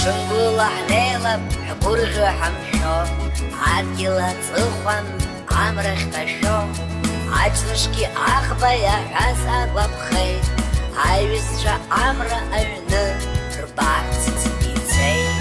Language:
Abkhazian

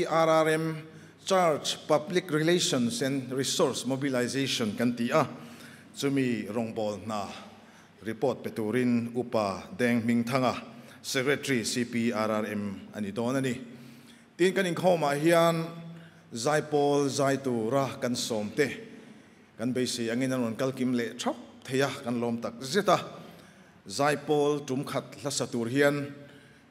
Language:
Mizo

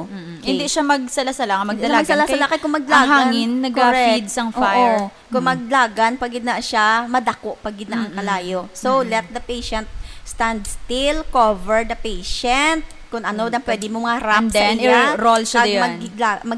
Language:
Hiligaynon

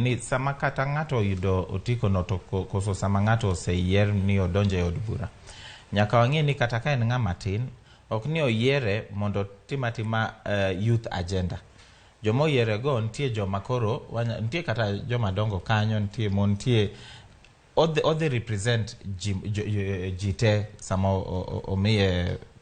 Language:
Luo (Kenya and Tanzania)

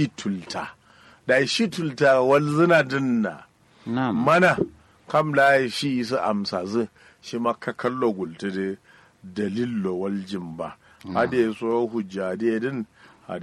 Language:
Kanuri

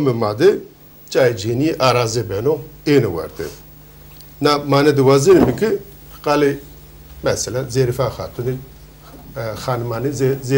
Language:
Zaza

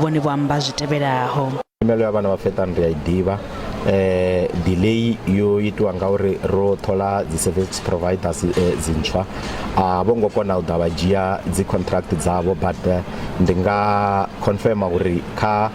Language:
Venda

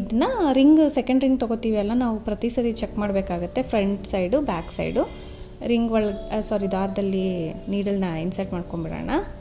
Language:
Kannada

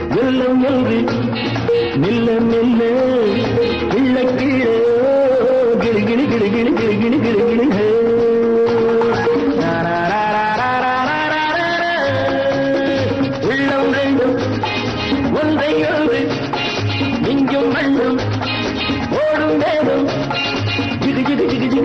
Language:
Tamil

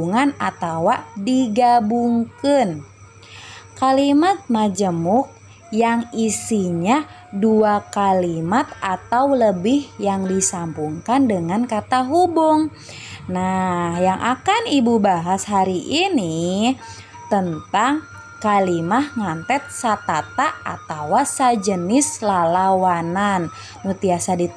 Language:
Sundanese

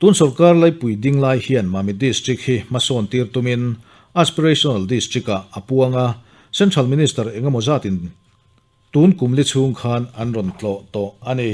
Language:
Mizo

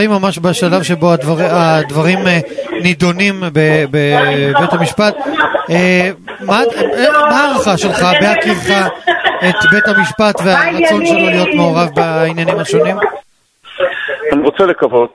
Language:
Hebrew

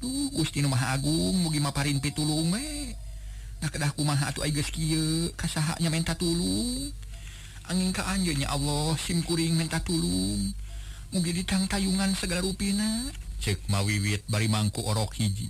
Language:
Sundanese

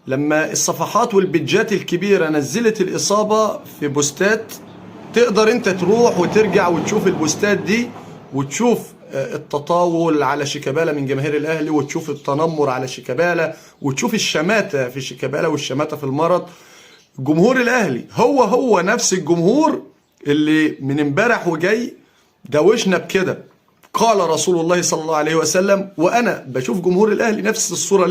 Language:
Egyptian Arabic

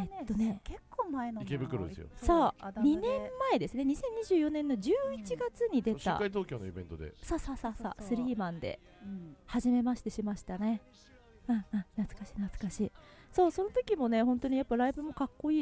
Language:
Japanese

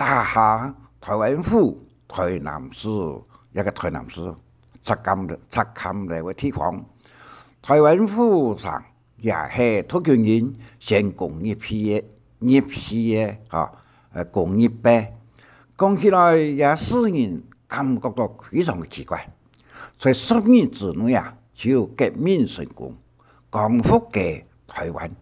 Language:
Hakka Chinese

